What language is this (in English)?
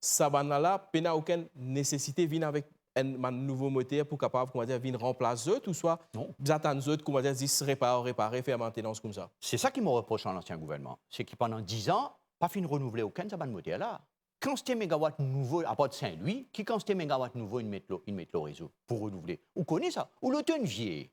Morisyen